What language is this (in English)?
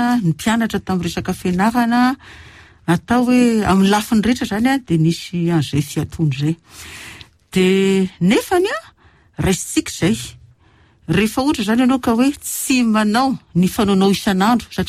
Malagasy